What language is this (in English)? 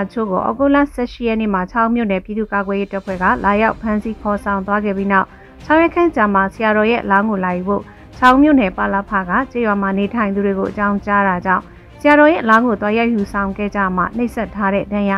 Burmese